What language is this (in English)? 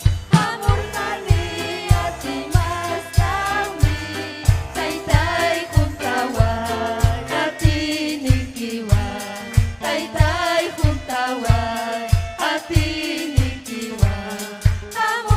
Ayacucho Quechua